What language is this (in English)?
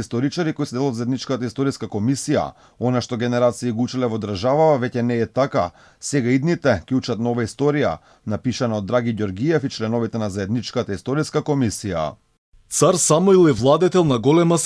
Macedonian